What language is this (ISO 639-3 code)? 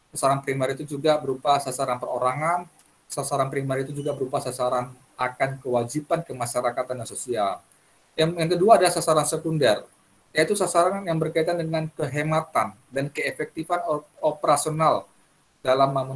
ind